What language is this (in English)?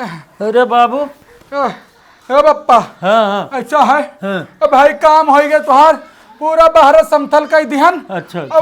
Awadhi